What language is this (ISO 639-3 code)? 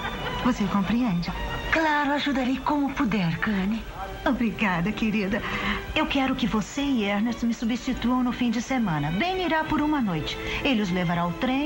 por